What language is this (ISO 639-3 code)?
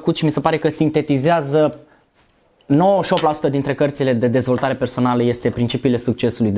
ron